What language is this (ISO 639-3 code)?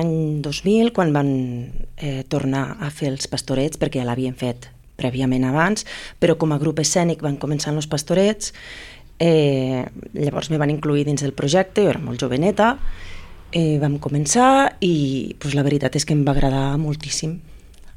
cat